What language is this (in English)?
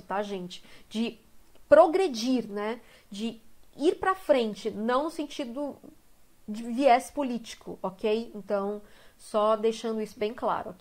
Portuguese